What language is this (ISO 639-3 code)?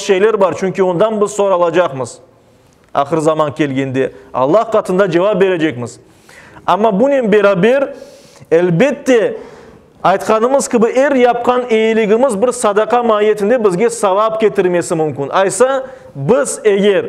crh